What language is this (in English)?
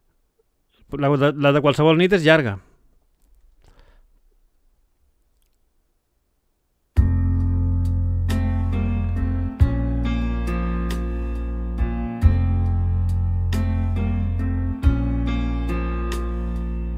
Catalan